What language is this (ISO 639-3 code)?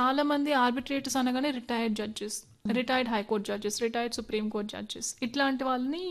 tel